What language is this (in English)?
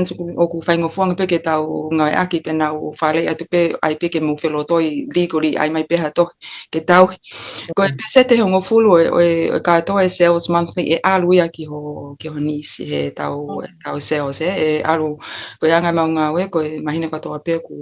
Tongan